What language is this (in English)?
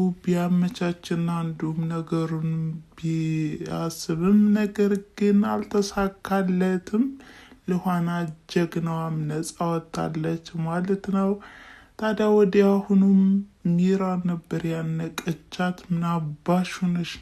Amharic